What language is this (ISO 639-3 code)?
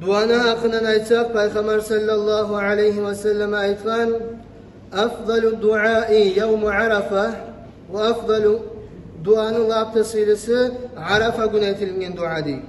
kum